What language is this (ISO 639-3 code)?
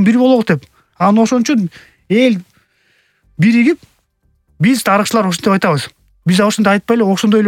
kir